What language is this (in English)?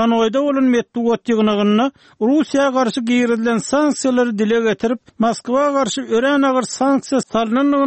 Turkmen